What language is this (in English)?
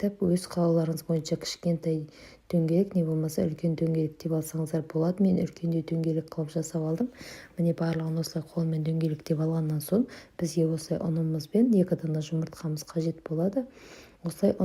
Kazakh